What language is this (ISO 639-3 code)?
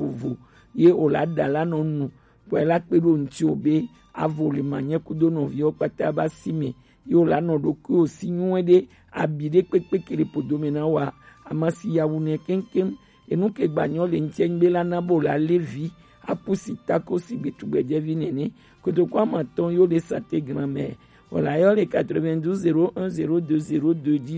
gej